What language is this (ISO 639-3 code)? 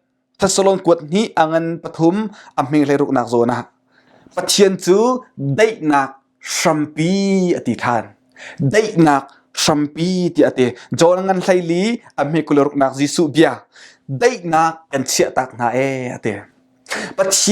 cnh